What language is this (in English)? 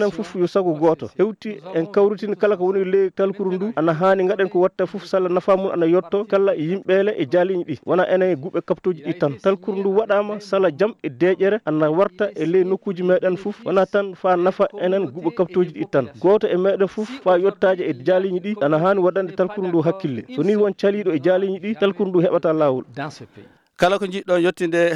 Fula